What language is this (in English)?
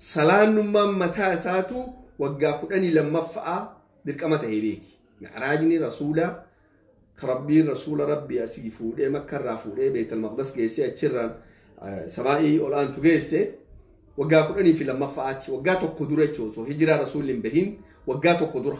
Oromo